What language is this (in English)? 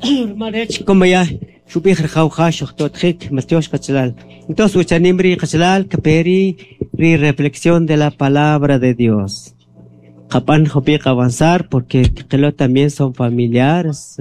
Kʼicheʼ